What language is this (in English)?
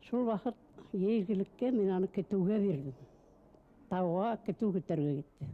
Bashkir